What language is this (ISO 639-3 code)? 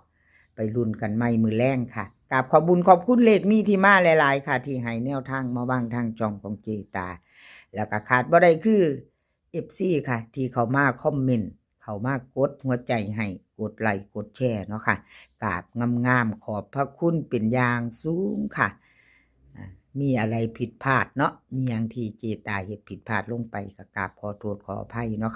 tts